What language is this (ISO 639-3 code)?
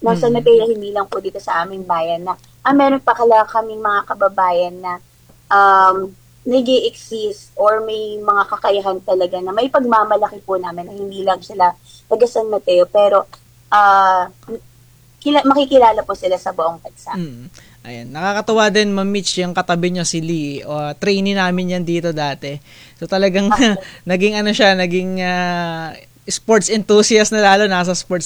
fil